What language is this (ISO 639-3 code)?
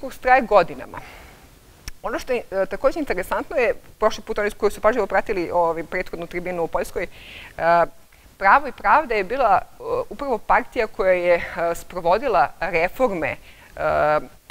srp